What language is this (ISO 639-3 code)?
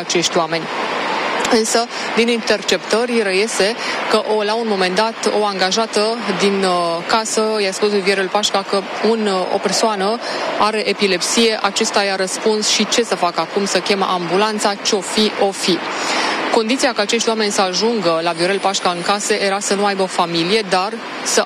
ron